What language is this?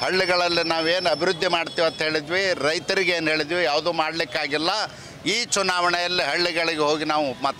Kannada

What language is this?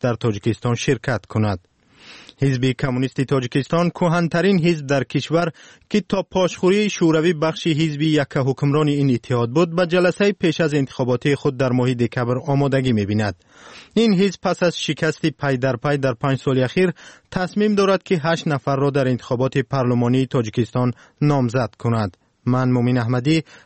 Tajik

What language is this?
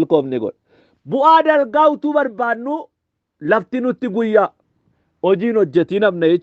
Oromo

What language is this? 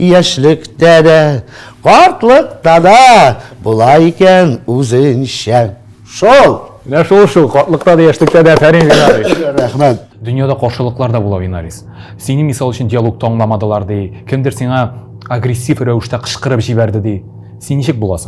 Tatar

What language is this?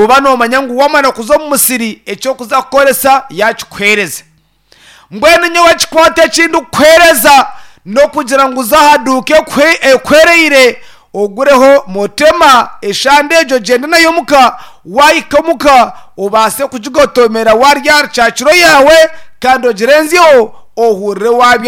Nyankole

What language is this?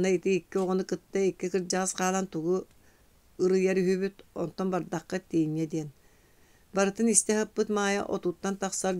Yakut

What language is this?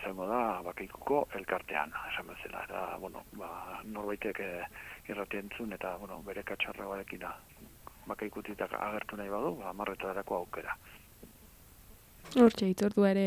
Basque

